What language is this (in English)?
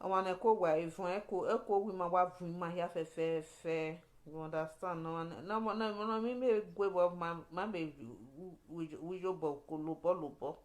Nigerian Pidgin